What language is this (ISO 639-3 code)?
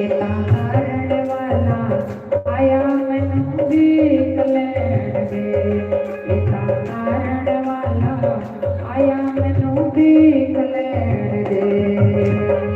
doi